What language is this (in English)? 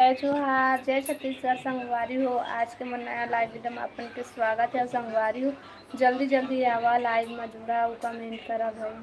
Chhattisgarhi